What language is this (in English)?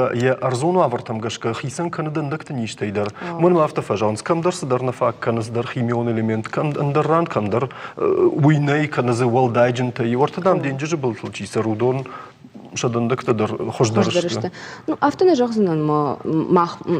Ossetic